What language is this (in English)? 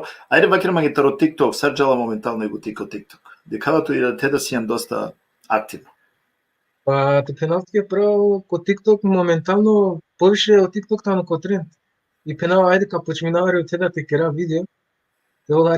Balkan Romani